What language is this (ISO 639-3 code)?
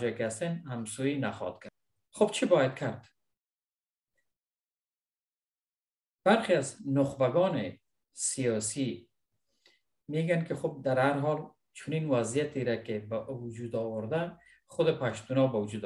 fas